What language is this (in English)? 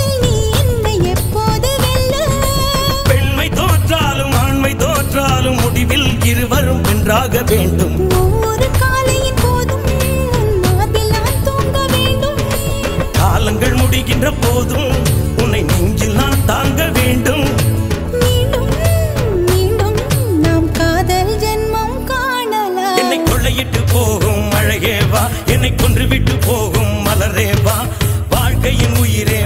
Tamil